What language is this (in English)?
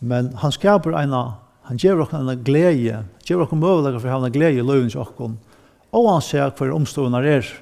Faroese